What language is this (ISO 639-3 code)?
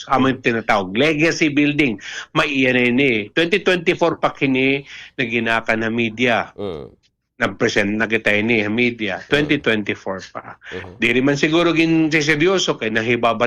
war